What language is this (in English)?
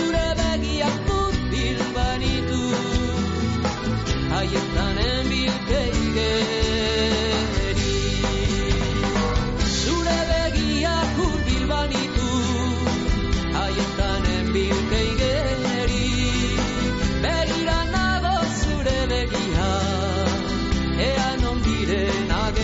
Basque